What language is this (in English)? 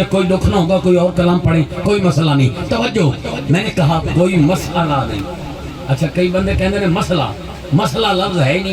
Saraiki